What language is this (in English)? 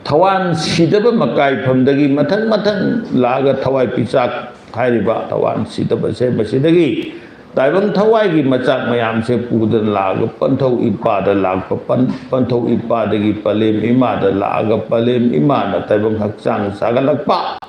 Manipuri